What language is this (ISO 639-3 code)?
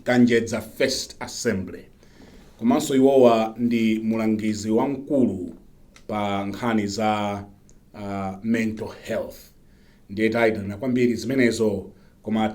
nya